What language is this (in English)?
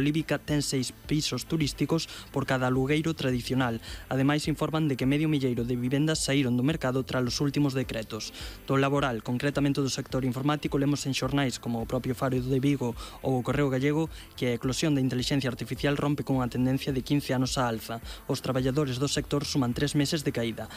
Galician